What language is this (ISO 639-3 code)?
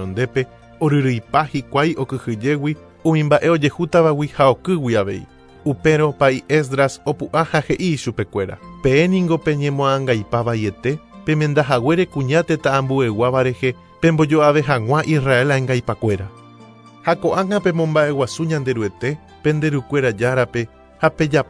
grn